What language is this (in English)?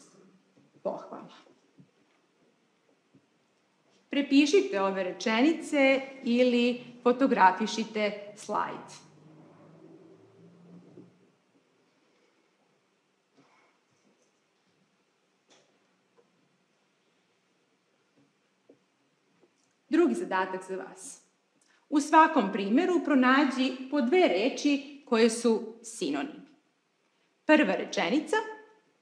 Serbian